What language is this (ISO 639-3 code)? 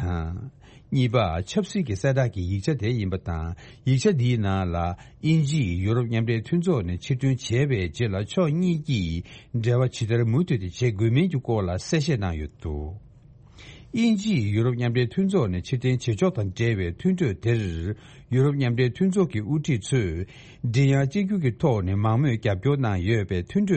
bod